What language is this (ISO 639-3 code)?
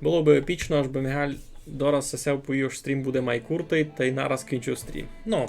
rue